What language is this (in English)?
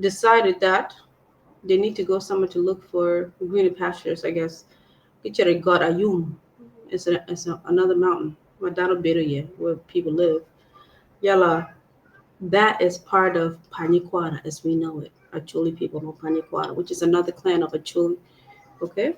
Acoli